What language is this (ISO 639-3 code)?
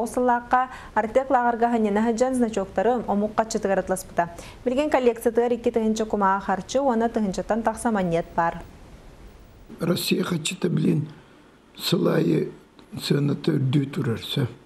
sah